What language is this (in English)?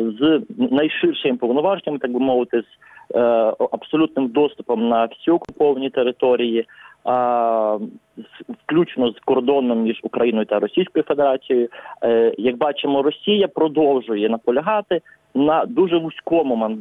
Ukrainian